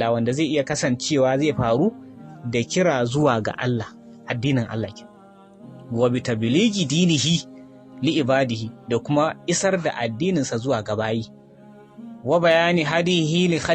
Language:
Hausa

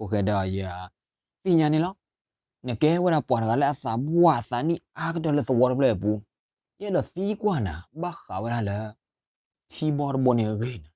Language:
S'gaw Karen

